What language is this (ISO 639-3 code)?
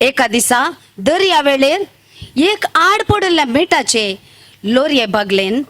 kok